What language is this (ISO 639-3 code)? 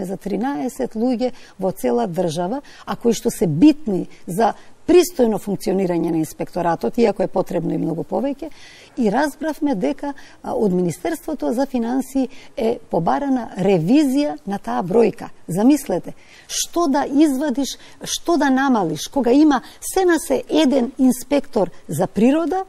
mkd